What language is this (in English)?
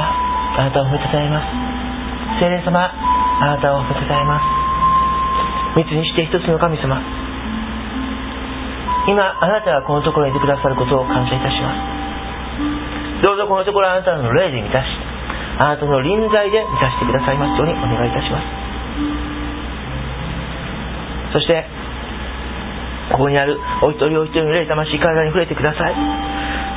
Japanese